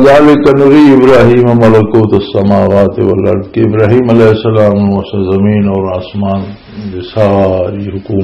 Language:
Western Panjabi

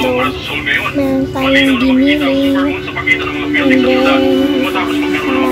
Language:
Filipino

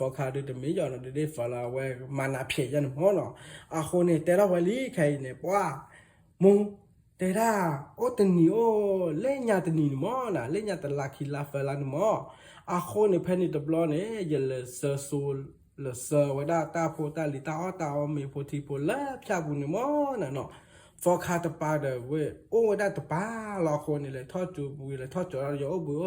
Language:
S'gaw Karen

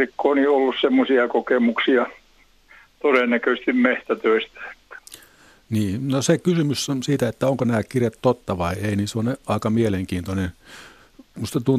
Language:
Finnish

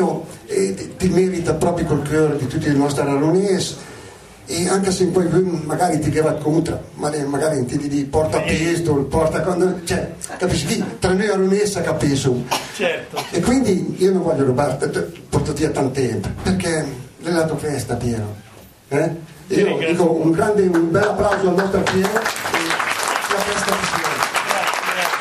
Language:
Italian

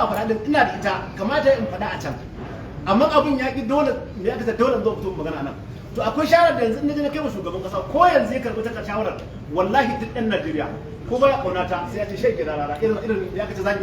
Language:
Hausa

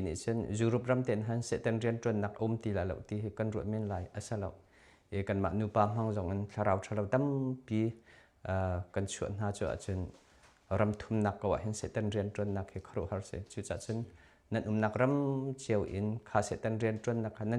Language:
Hakha Chin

